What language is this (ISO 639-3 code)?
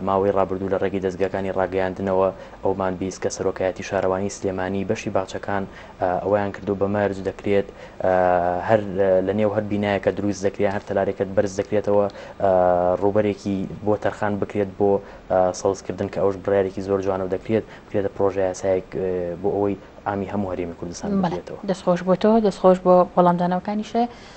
ckb